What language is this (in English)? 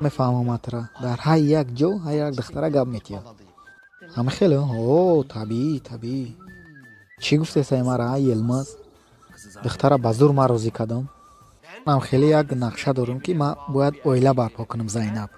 Tajik